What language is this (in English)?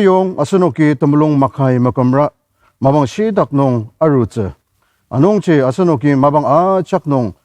Ao Naga